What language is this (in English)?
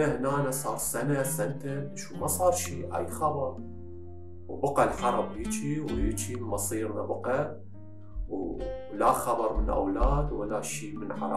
Mesopotamian Arabic